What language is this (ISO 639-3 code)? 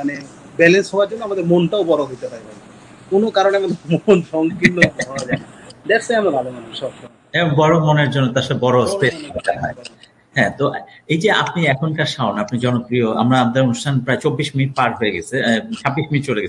ben